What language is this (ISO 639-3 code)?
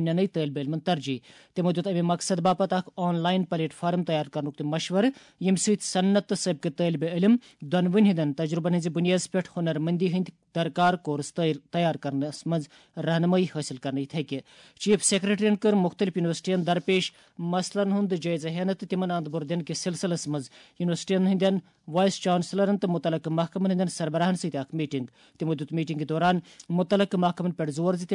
kas